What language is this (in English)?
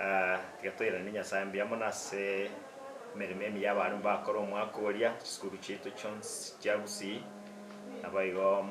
Gusii